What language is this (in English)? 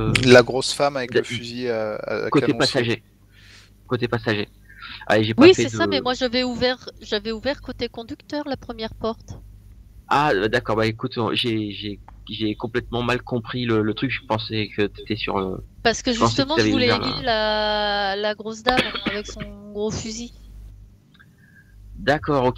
French